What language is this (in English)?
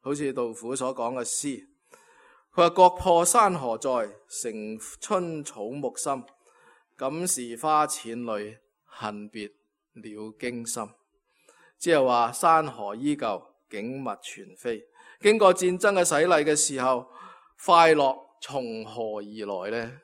Cantonese